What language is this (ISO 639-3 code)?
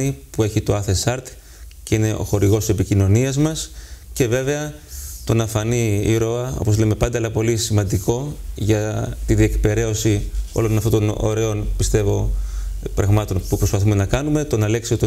ell